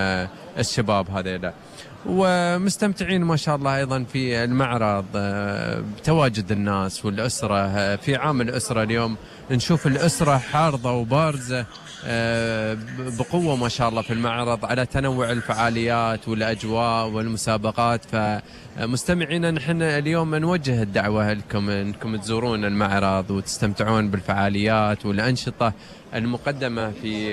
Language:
Gulf Arabic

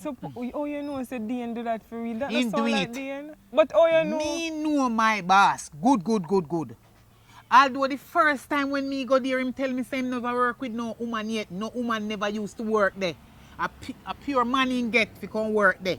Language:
Jamaican Creole English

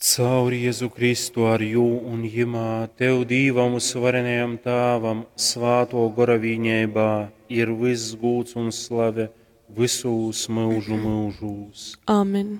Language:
Latgalian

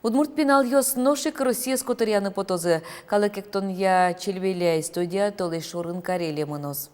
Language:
Udmurt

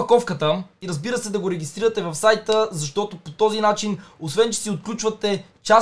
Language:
Bulgarian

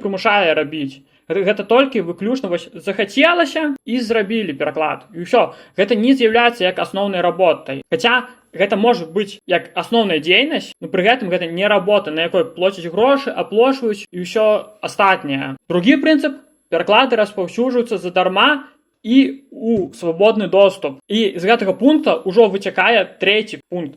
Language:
Belarusian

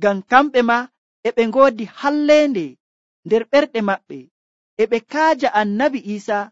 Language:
Nigerian Fulfulde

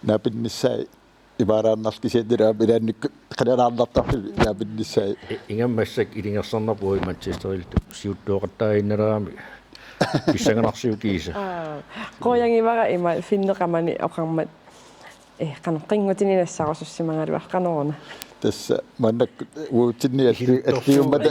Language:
Kalaallisut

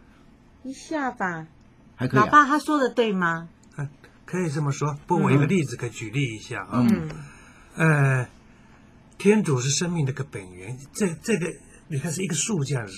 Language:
Chinese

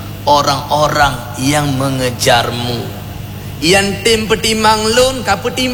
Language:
Achinese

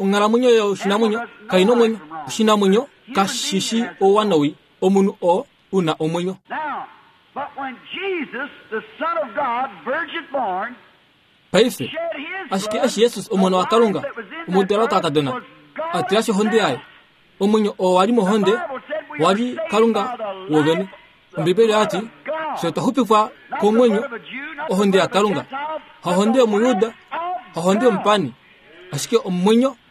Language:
Kuanyama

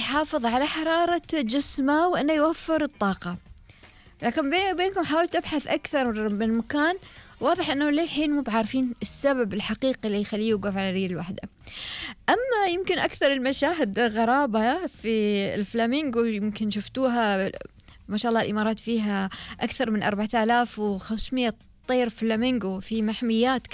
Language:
Gulf Arabic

